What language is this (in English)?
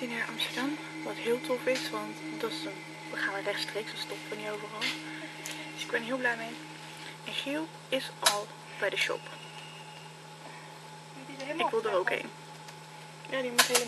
Dutch